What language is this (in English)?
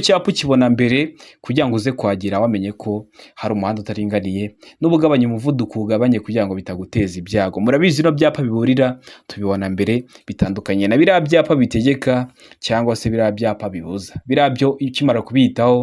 Kinyarwanda